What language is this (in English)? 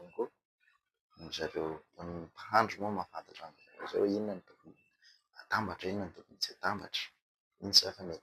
Malagasy